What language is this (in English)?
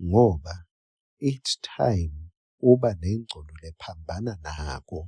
Swati